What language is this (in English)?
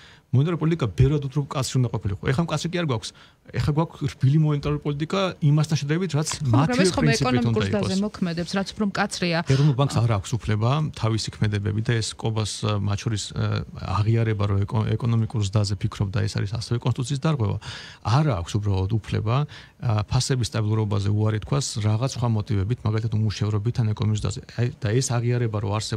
Georgian